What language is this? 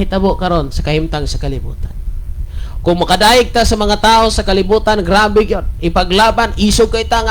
Cebuano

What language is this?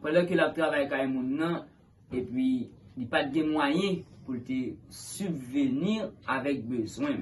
Haitian Creole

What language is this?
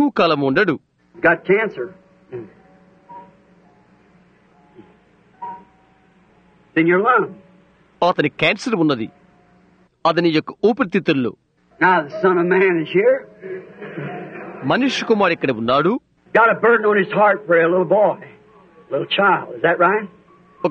Telugu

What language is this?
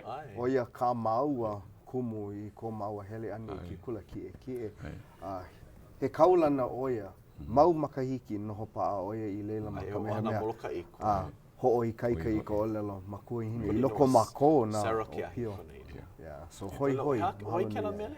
Hawaiian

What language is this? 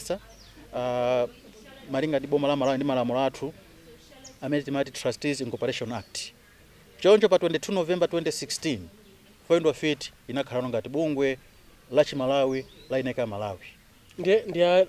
Nyanja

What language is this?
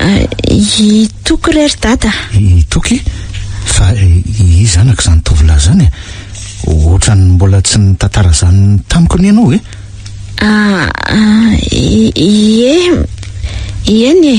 Malagasy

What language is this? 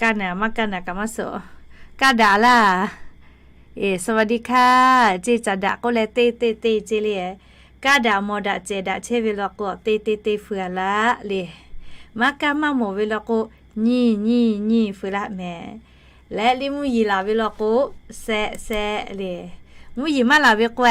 Lahu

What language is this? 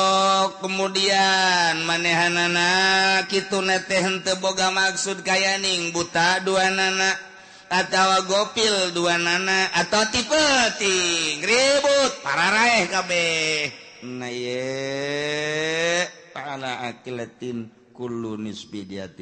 Sundanese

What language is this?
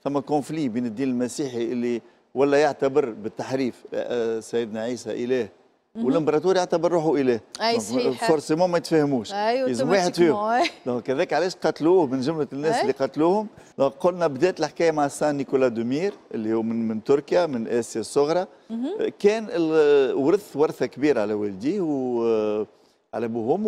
Tunisian Arabic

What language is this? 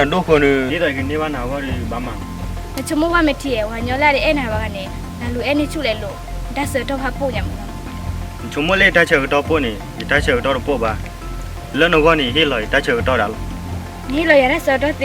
S'gaw Karen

